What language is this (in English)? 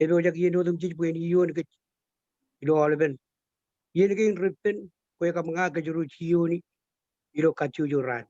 Marshallese